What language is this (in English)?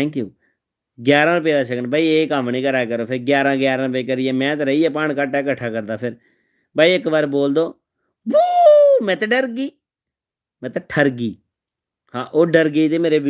Dogri